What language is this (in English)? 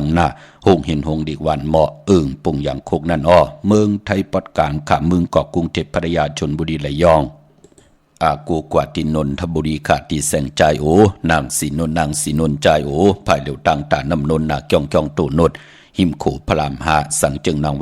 Shan